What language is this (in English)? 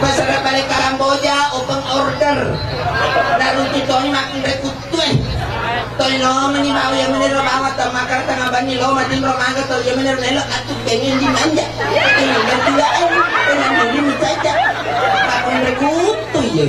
Buginese